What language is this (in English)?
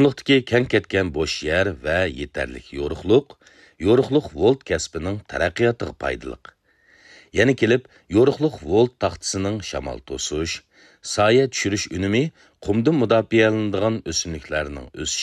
Uyghur